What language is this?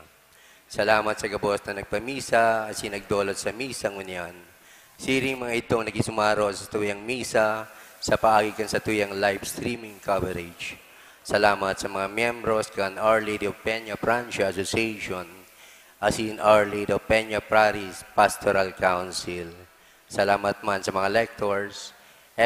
Bikol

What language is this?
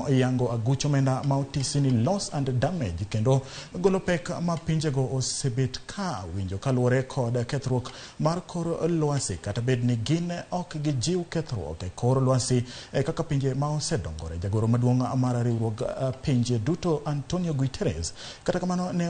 Luo (Kenya and Tanzania)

